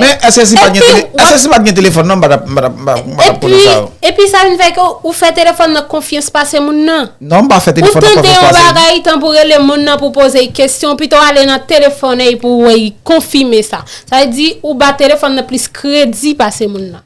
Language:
Haitian Creole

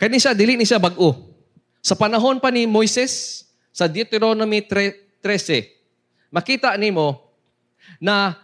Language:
Cebuano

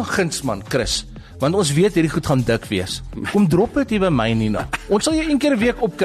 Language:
Afrikaans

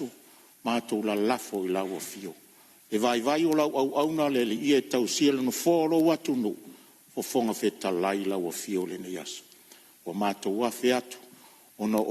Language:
Samoan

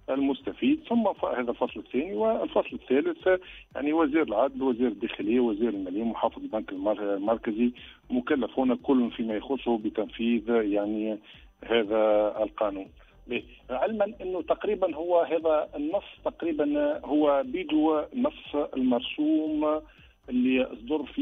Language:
Tunisian Arabic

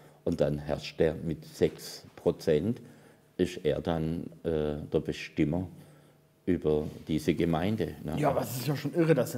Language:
German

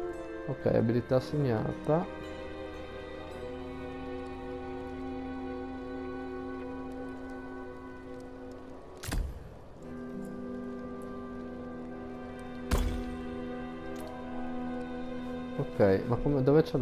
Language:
Italian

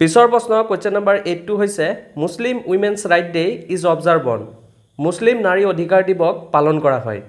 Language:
Assamese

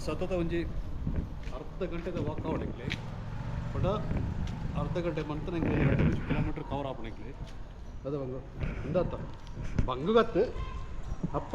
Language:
Tulu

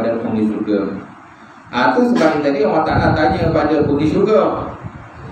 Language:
Malay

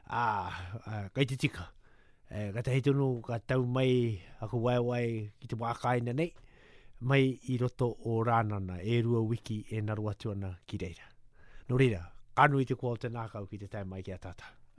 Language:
Māori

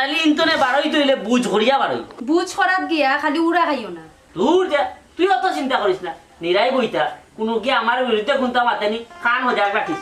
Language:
Sylheti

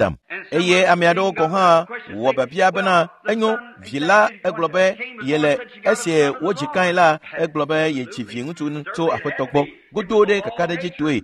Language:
Ewe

